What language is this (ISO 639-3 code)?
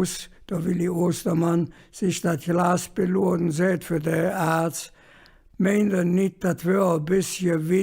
ksh